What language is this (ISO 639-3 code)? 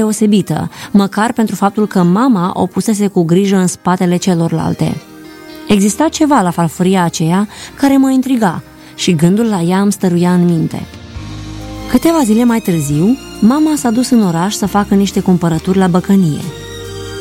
ron